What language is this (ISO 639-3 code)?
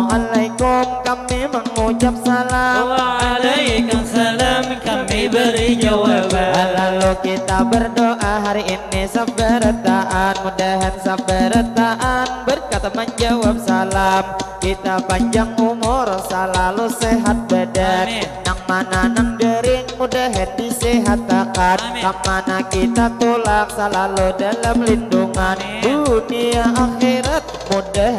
bjn